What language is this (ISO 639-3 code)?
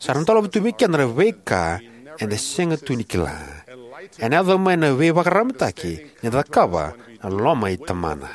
fij